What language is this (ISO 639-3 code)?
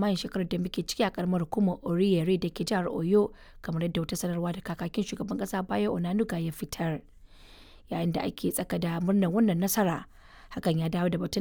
hau